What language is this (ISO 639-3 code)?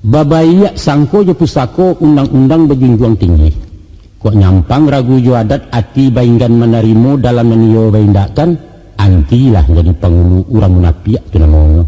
min